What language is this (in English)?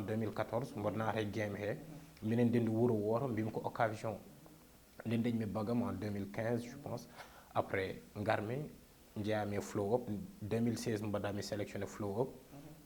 Fula